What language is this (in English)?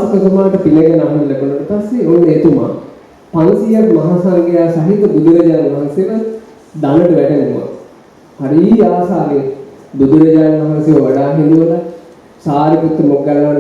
Sinhala